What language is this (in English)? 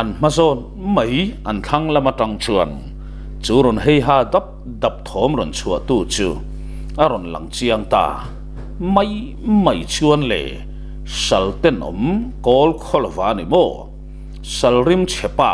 Mizo